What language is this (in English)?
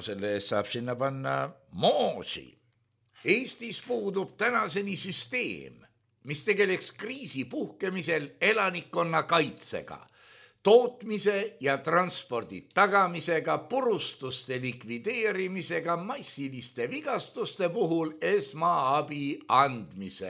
Estonian